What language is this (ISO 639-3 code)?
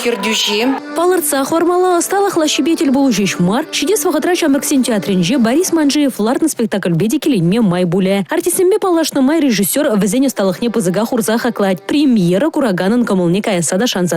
chv